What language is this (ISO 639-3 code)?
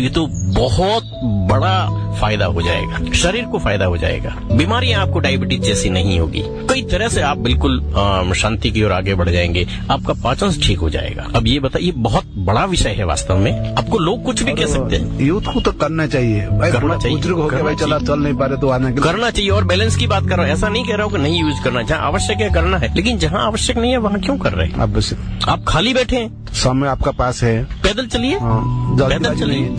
hin